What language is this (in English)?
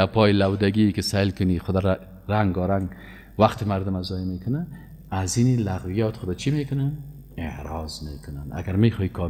Persian